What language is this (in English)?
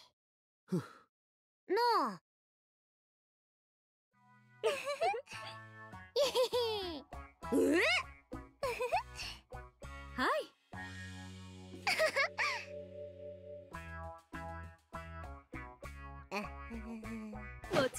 Japanese